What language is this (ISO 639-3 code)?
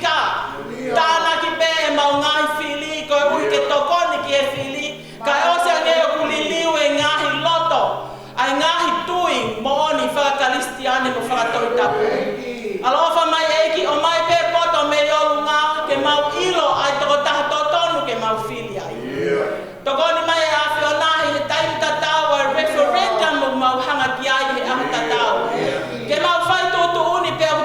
ton